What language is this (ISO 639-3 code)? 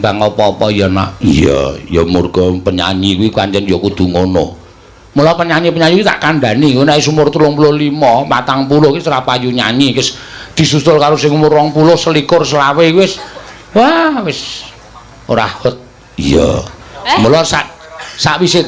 jav